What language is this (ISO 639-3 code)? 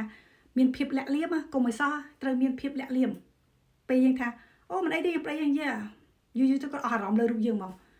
khm